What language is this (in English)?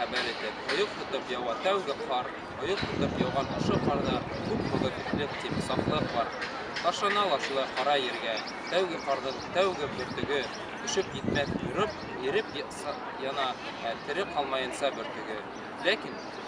Bashkir